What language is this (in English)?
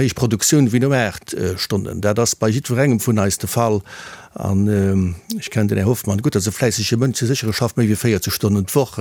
Luxembourgish